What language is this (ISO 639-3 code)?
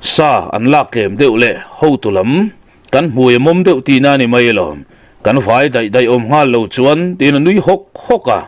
lus